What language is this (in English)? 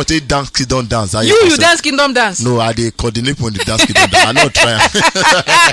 Nigerian Pidgin